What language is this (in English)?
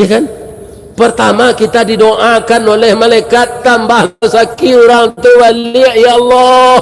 Minangkabau